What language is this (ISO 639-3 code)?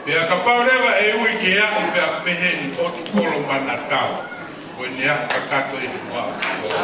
ton